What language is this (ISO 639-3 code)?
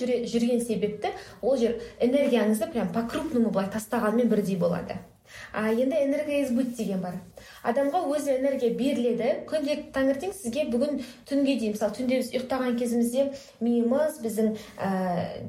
kaz